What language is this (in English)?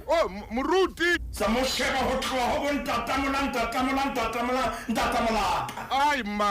Southern Sotho